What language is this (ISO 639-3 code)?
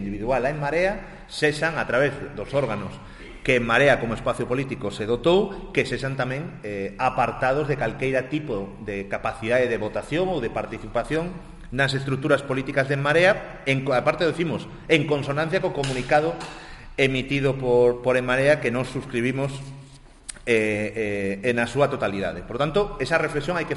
glg